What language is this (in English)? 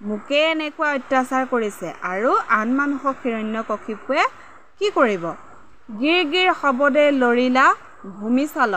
Assamese